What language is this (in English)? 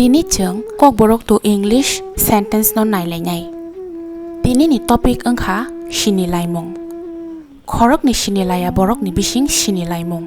Kok Borok